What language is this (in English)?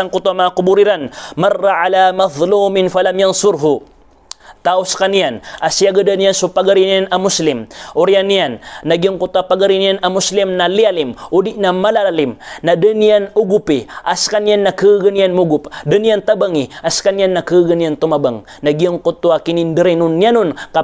Maranao